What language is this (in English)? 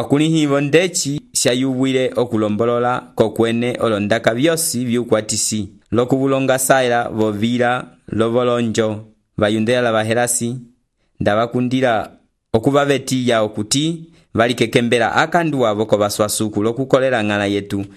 Umbundu